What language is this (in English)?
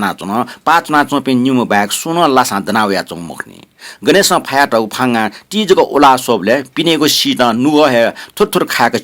Newari